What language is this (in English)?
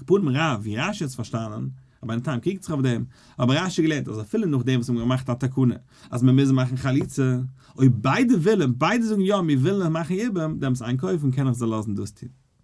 Yiddish